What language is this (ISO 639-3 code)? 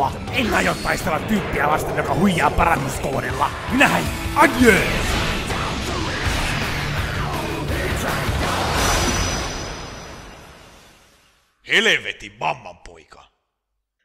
fin